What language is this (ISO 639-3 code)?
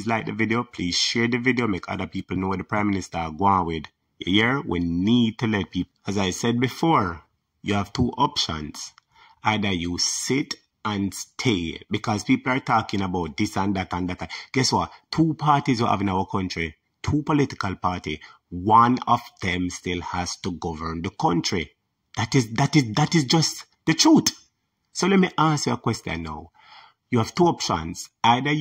jam